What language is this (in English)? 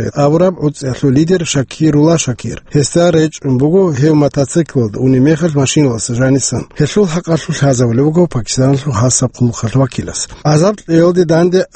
Avaric